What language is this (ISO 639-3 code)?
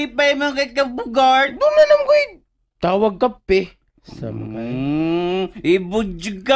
ceb